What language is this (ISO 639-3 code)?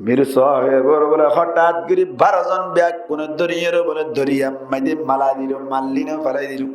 rhg